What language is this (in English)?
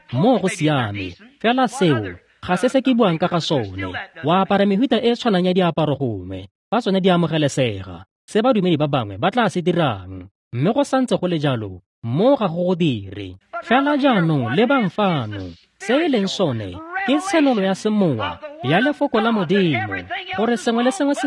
Tswana